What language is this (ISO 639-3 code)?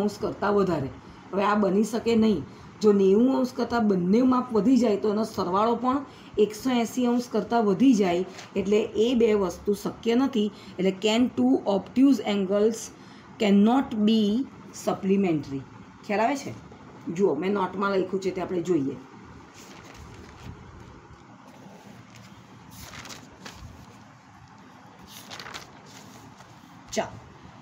guj